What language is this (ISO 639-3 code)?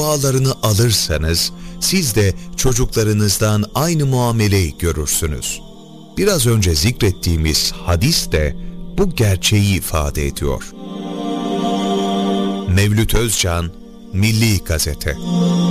tur